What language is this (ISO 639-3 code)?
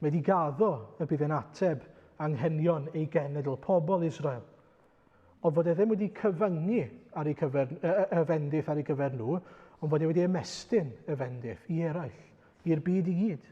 cym